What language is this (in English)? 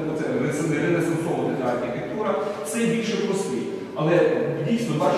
Ukrainian